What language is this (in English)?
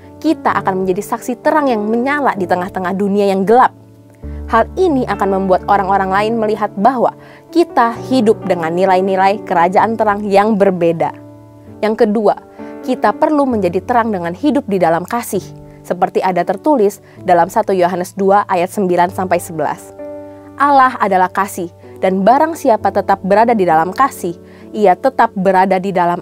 Indonesian